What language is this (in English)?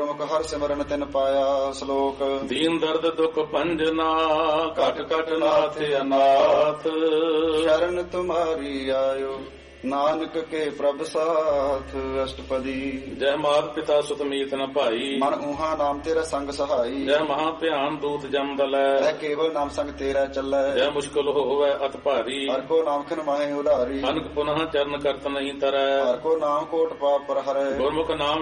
Punjabi